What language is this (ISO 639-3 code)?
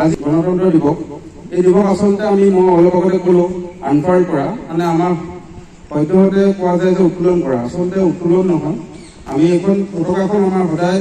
asm